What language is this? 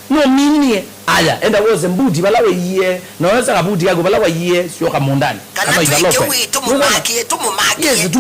Kamba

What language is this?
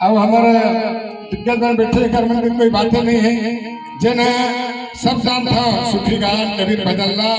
Chhattisgarhi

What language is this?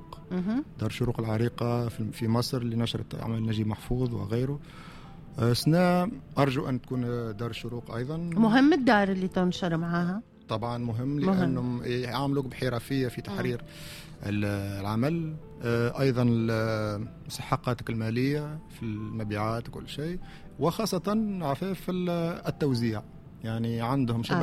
Tunisian Arabic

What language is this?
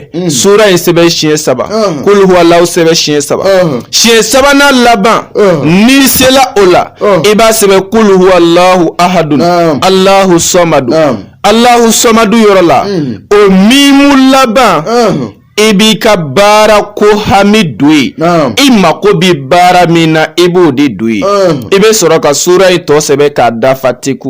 Bambara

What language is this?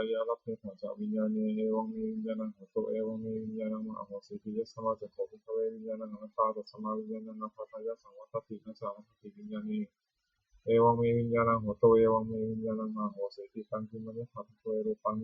Pali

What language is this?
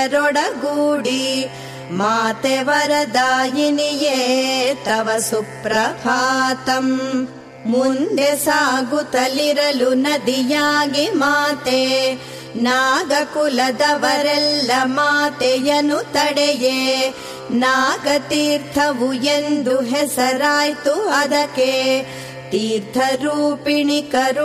Kannada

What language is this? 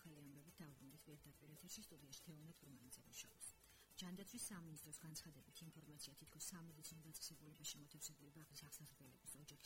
Georgian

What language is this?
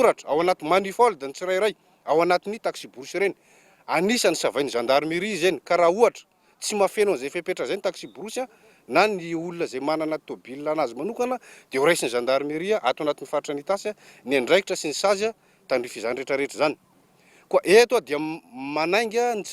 Malagasy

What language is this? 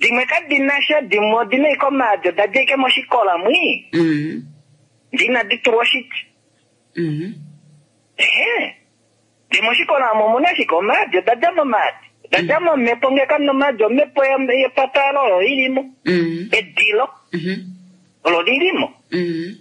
Kuanyama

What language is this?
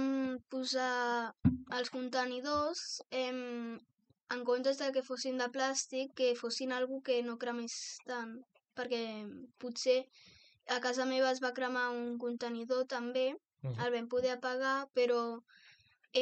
Catalan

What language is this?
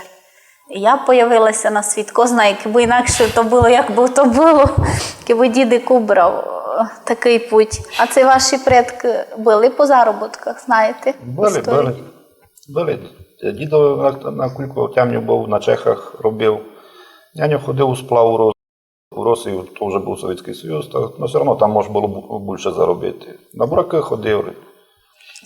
Rusyn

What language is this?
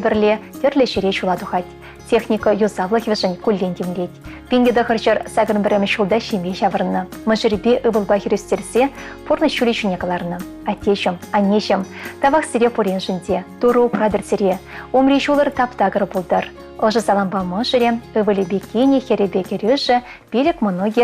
Chuvash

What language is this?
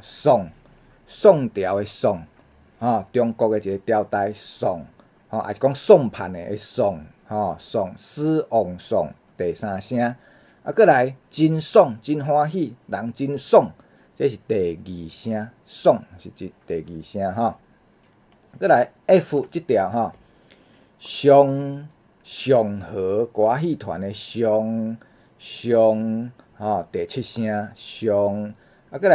Min Nan Chinese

